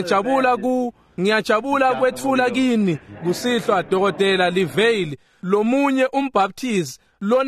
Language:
Swati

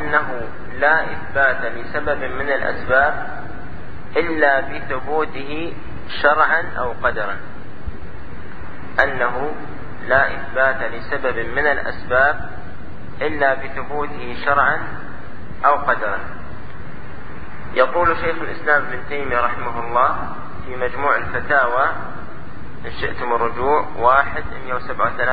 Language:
Arabic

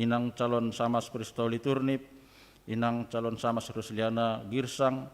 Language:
Batak Simalungun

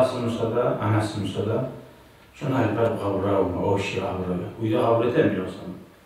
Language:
Kumyk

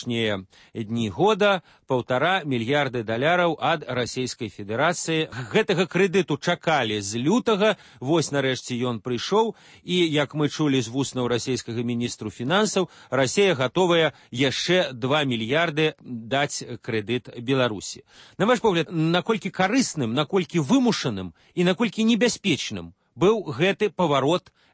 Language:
Belarusian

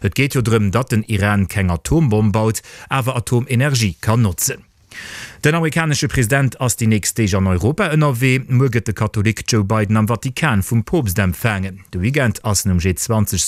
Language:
Luxembourgish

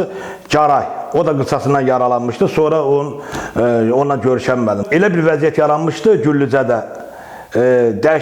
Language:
Azerbaijani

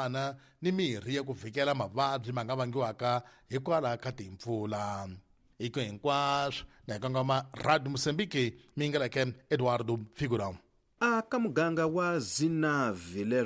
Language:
Tsonga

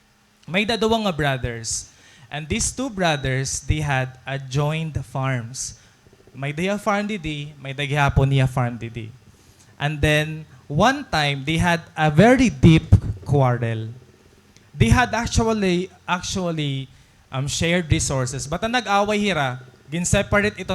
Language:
Waray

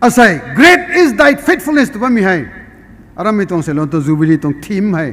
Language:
Rongmei Naga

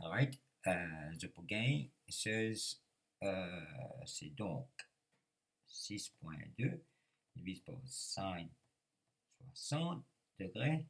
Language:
Morisyen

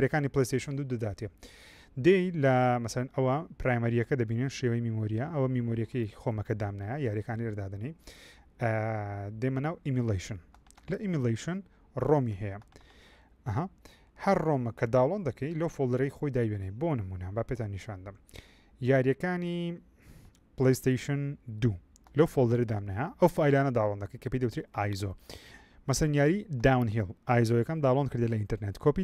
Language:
Central Kurdish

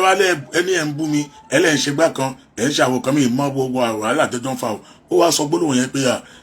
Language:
Yoruba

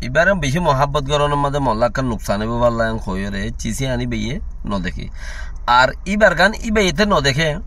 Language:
Rohingya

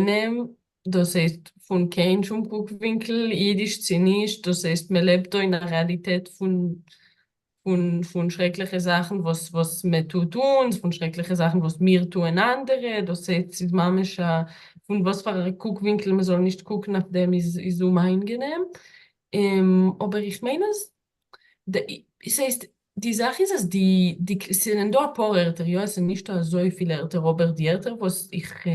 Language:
Yiddish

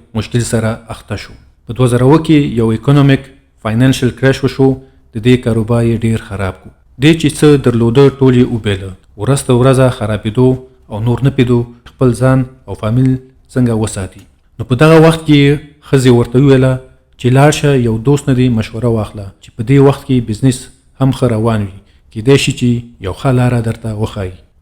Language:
Pashto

